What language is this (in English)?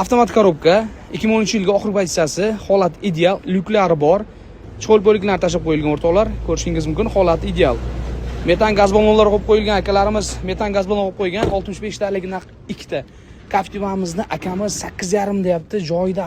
Uzbek